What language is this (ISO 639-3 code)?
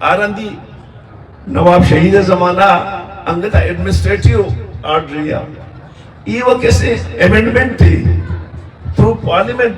bgp